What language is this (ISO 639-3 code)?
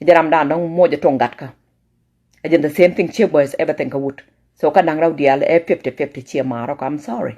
nus